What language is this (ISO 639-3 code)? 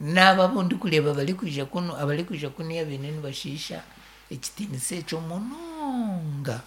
nyn